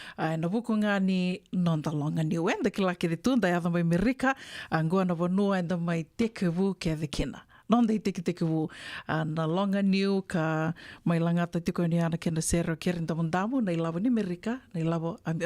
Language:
Fijian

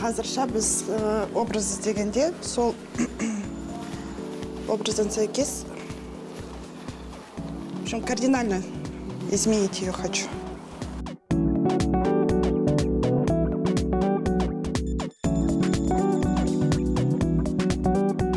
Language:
Kazakh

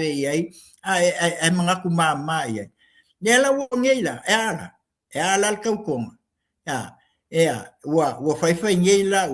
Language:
Samoan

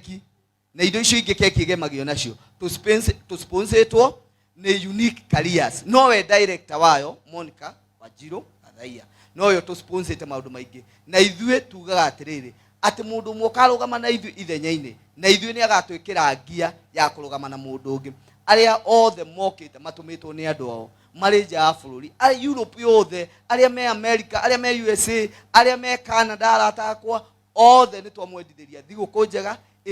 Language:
Kikuyu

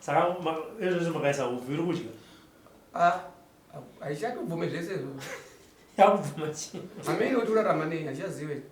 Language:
Shona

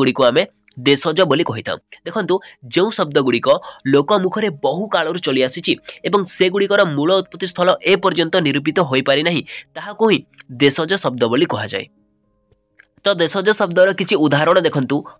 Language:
Odia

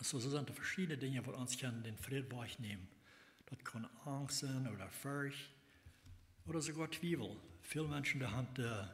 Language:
Plautdietsch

